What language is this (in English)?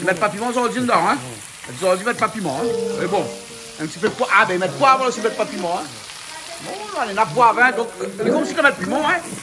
Réunion Creole French